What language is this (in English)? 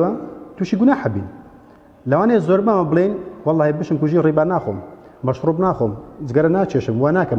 Central Kurdish